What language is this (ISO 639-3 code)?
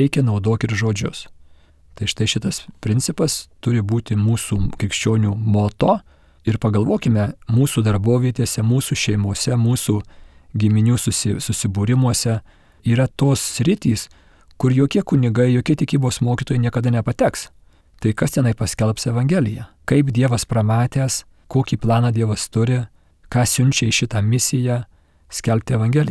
lit